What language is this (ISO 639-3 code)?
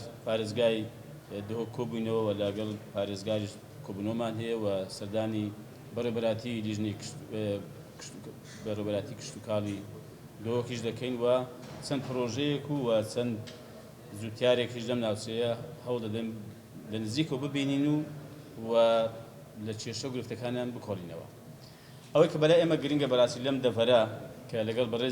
ckb